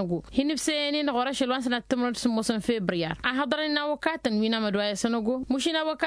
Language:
Tamasheq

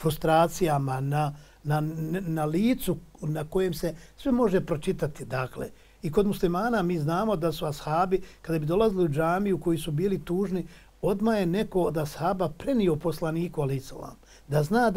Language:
Bosnian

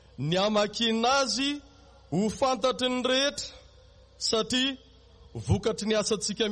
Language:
Malagasy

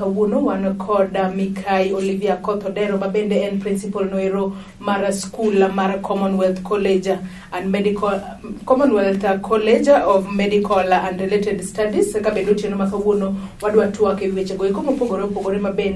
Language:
Luo (Kenya and Tanzania)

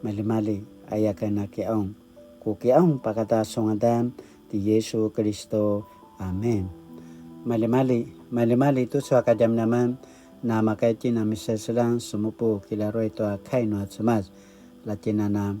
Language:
Paiwan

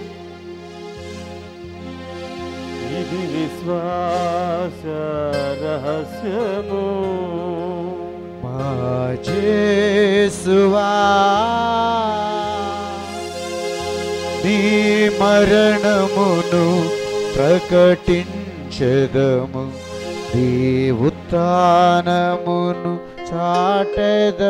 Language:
Telugu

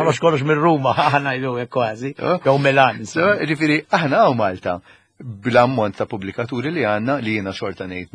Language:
Maltese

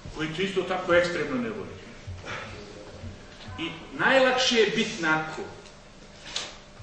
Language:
Bosnian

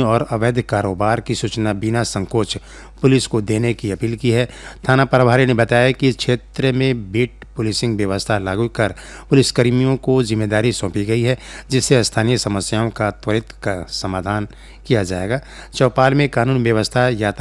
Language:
Hindi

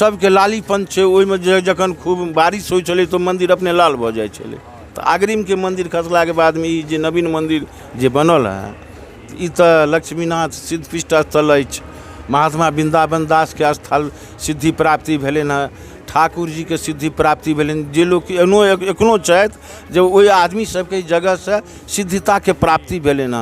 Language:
Maithili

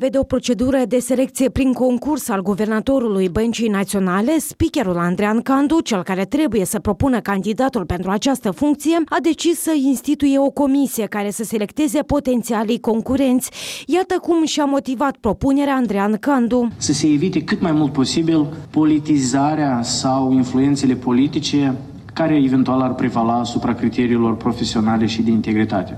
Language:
Romanian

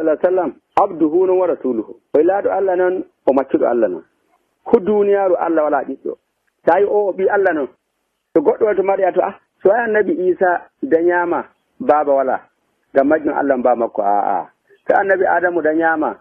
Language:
Nigerian Fulfulde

